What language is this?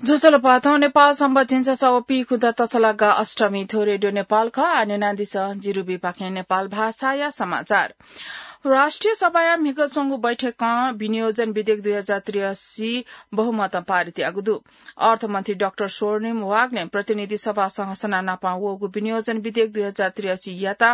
Newari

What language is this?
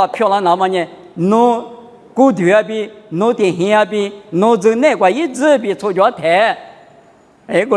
Lisu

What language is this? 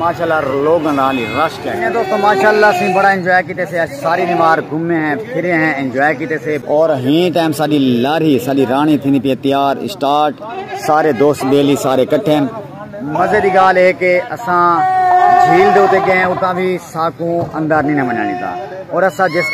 Saraiki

